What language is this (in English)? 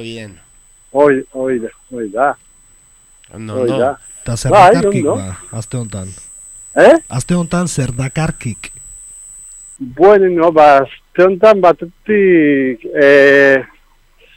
Basque